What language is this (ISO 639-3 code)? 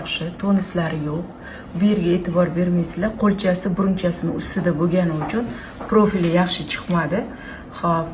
uzb